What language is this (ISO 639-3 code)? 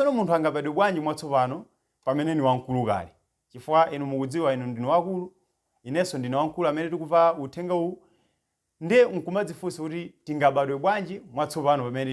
nya